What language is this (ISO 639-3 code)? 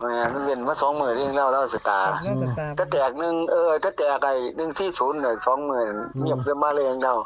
tts